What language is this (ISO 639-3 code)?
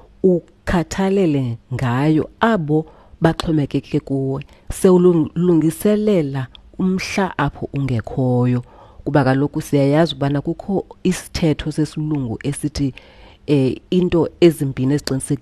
xho